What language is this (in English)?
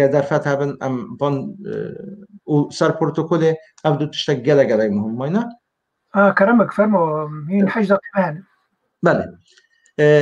Kurdish